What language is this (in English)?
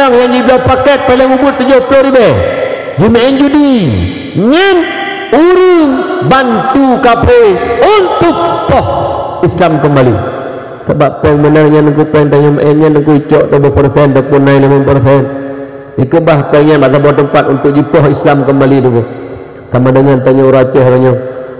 Achinese